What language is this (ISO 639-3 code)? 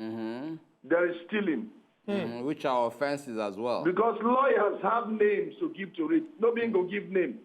pcm